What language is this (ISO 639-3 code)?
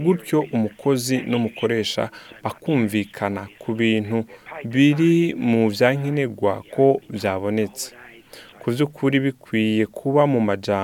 run